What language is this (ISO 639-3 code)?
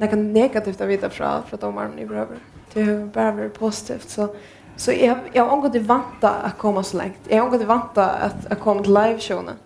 fao